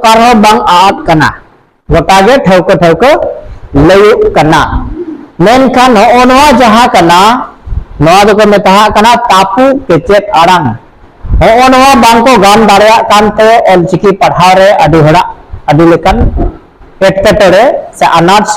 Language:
Santali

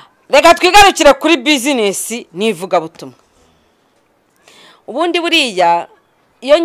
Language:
Kinyarwanda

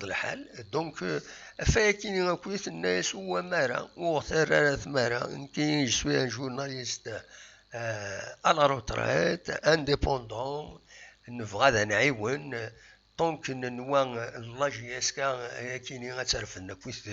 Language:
Kabyle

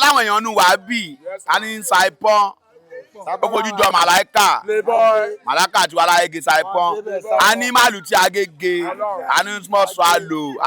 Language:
Yoruba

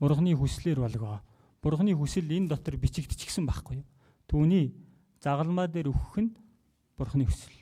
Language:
Mongolian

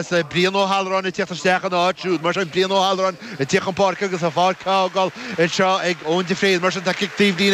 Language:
Irish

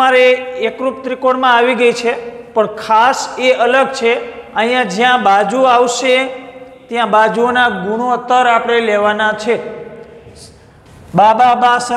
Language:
Gujarati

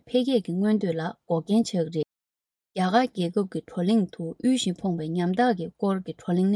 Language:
Tibetan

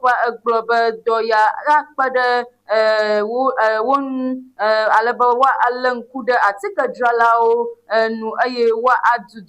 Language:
Ewe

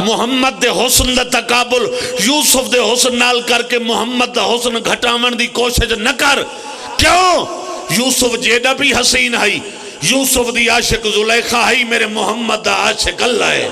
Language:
Pahari-Potwari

